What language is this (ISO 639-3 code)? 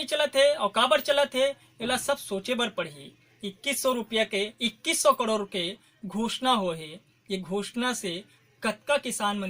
hne